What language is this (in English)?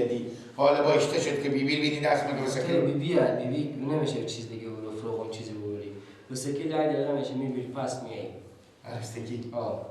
Persian